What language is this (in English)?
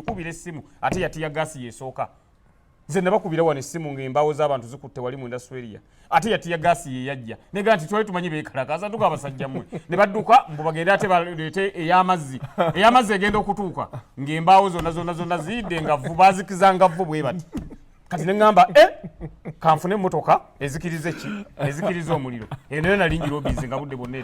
Ganda